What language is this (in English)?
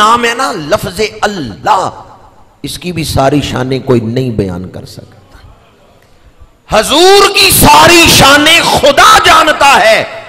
Urdu